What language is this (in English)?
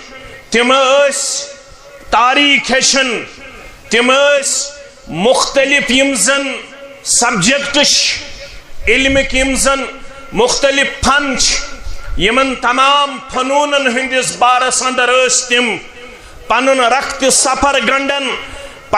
Kashmiri